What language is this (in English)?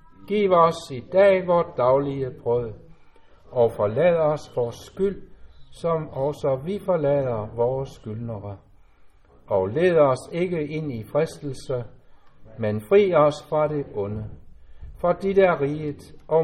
Danish